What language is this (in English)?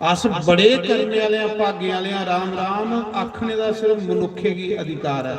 Dogri